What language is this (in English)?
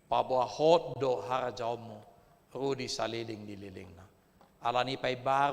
Batak Toba